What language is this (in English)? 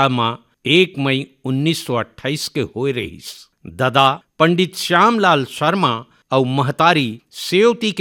Hindi